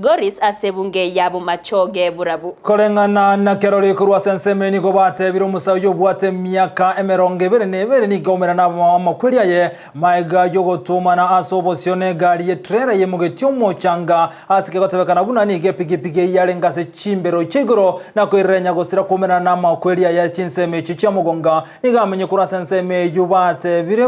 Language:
Gusii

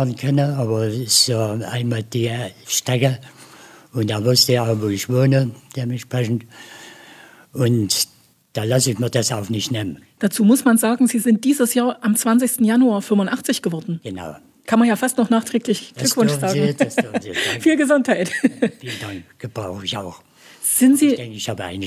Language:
German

